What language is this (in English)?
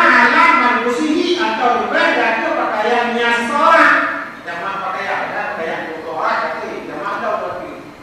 Achinese